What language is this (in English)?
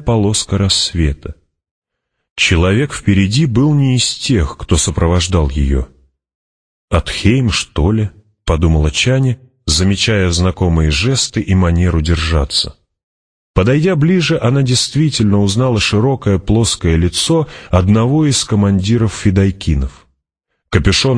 Russian